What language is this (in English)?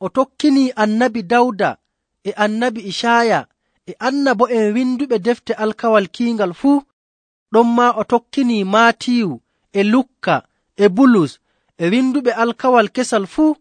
Nigerian Fulfulde